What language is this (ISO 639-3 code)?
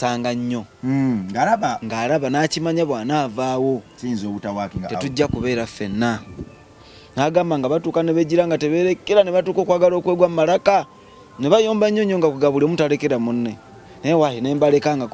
lug